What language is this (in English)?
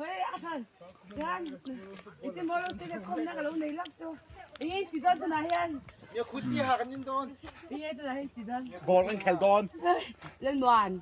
Mizo